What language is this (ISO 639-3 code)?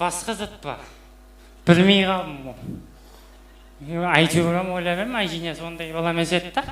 kaa